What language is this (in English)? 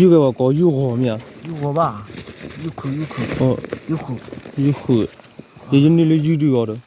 S'gaw Karen